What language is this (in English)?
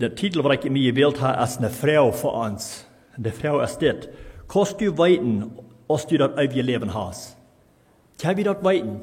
Plautdietsch